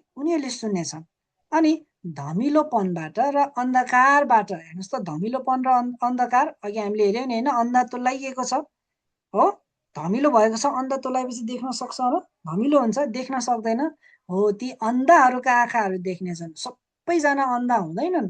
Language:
Nepali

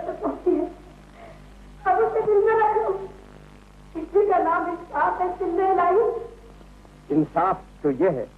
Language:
Hindi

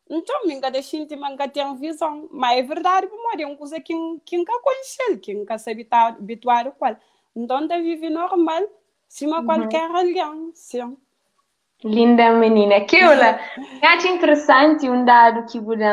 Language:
Kabuverdianu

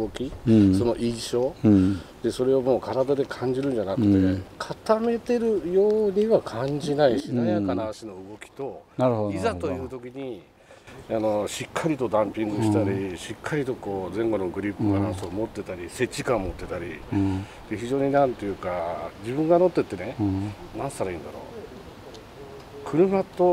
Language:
Japanese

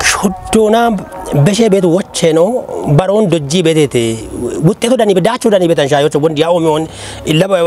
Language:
Kafa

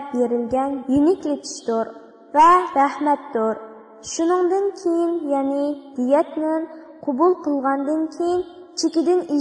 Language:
Uyghur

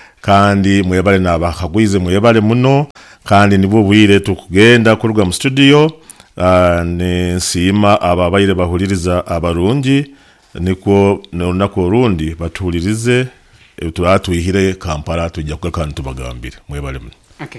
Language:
Nyoro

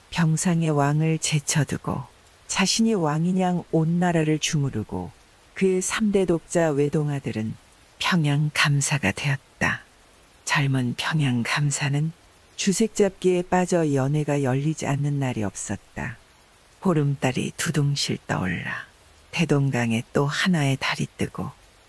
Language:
Korean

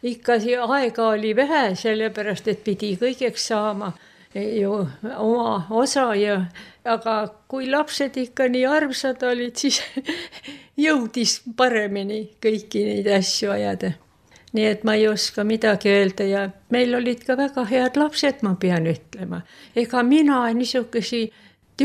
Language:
Estonian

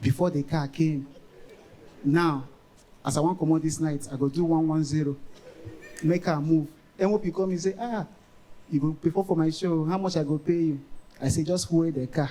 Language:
Nigerian Pidgin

